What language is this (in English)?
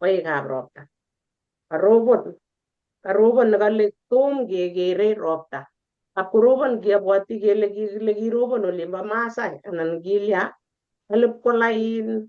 Kalenjin